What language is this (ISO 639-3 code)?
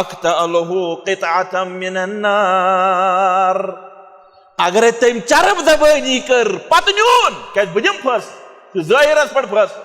kas